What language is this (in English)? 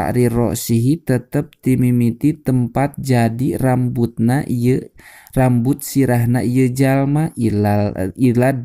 Sundanese